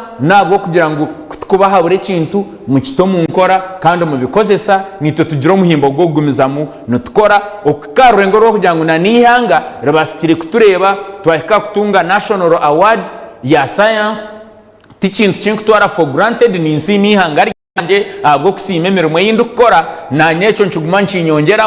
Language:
Nyankole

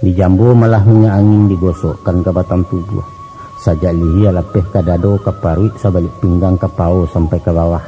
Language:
Minangkabau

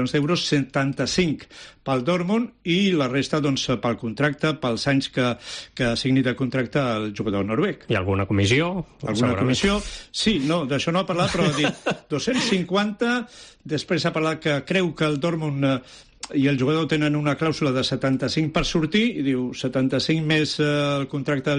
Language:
Catalan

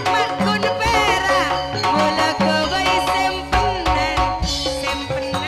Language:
Madurese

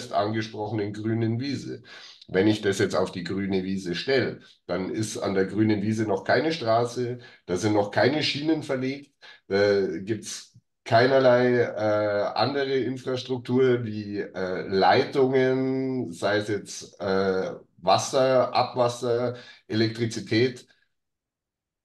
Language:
German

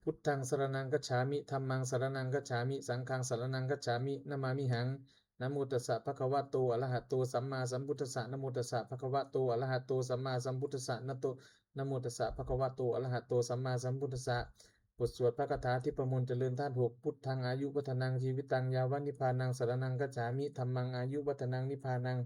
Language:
Pali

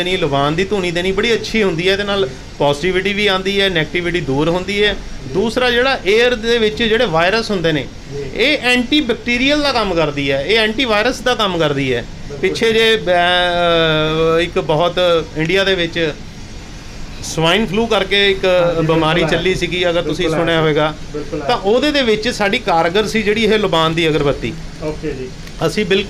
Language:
Punjabi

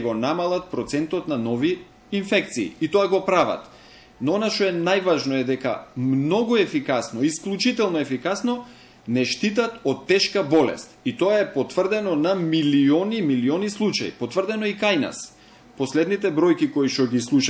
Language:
Macedonian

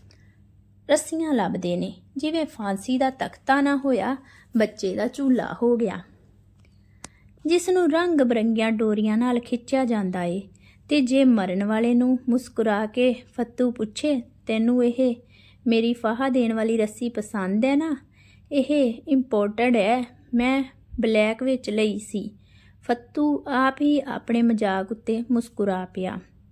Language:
Punjabi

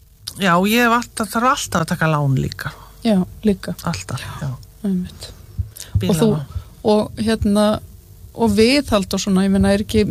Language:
Icelandic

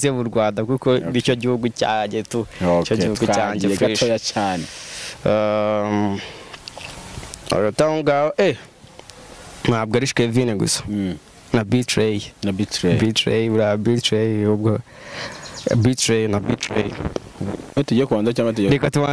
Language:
Kinyarwanda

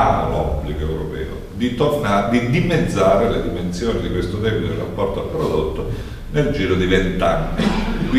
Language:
Italian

